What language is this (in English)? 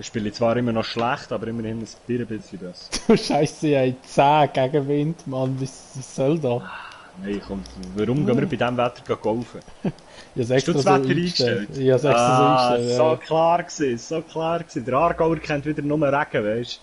Swiss German